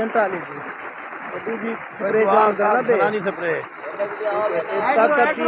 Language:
Saraiki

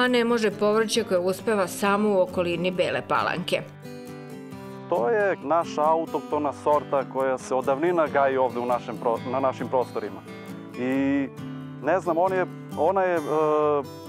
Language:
Serbian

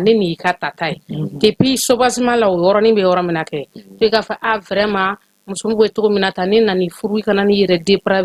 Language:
Bambara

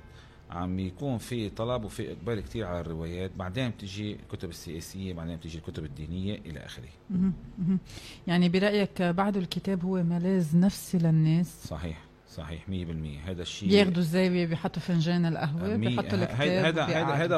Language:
North Levantine Arabic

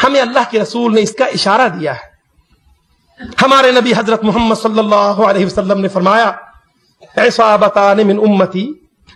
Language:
Urdu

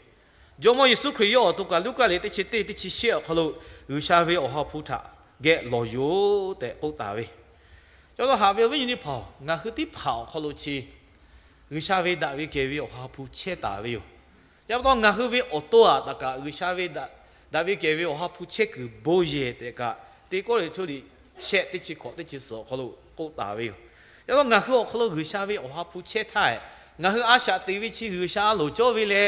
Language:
Lahu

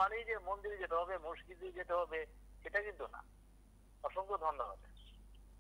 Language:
Bangla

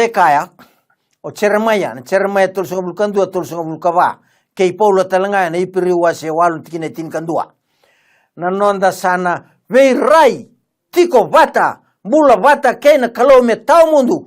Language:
Fijian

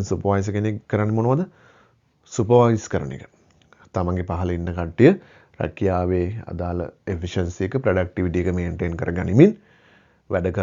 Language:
Sinhala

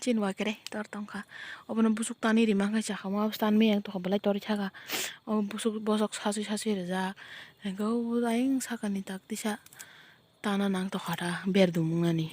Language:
Kok Borok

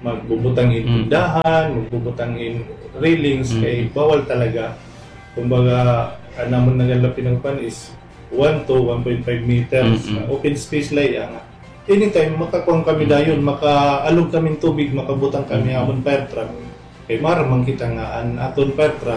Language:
Waray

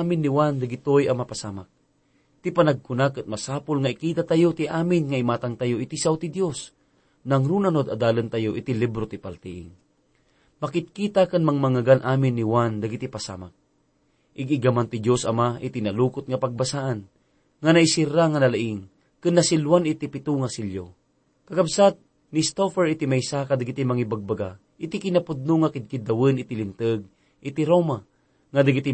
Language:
Iloko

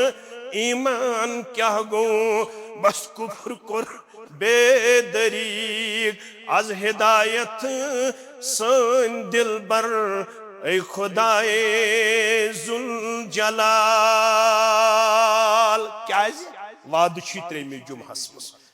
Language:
Kashmiri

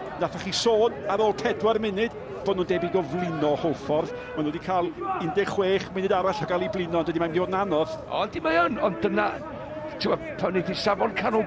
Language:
Welsh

